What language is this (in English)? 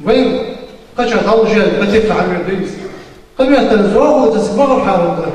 Ingush